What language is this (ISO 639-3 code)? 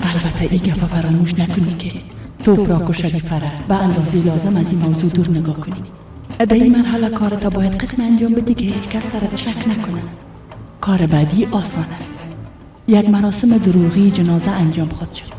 fas